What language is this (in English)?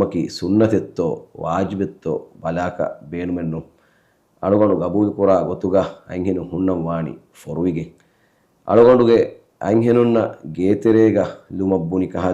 Divehi